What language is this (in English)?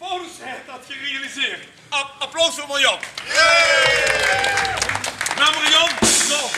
Limburgish